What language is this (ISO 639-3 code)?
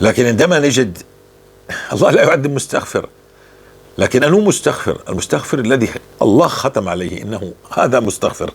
apc